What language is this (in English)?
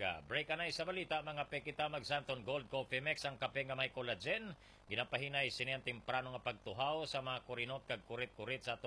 Hiligaynon